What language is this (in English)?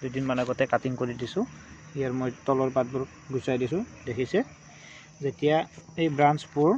Assamese